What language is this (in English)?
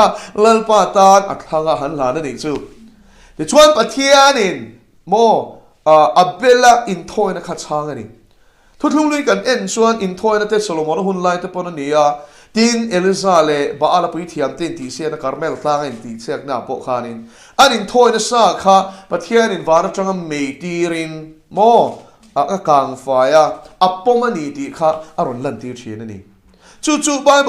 Mizo